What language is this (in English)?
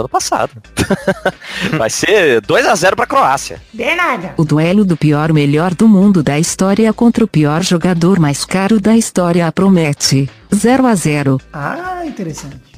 Portuguese